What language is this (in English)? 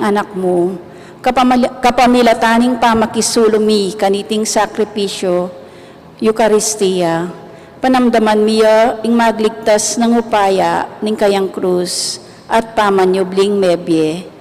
Pampanga